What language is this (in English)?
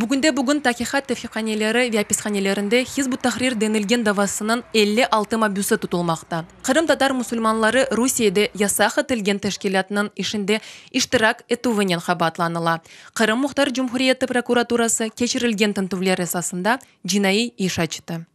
Crimean Tatar